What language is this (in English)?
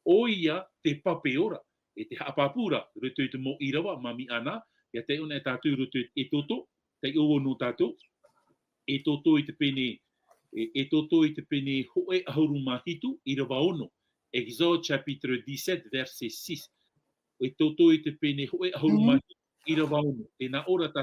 Tahitian